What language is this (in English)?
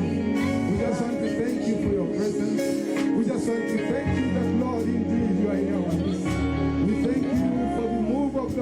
Tswana